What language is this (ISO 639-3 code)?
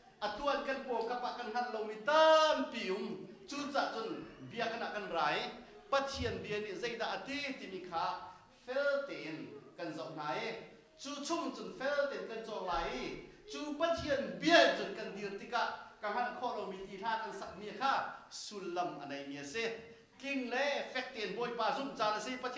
cnh